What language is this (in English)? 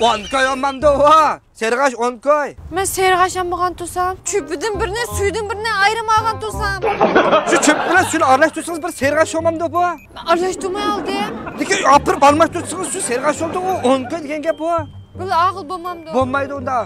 Uyghur